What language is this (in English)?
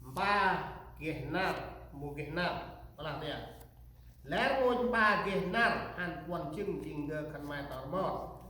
Central Mnong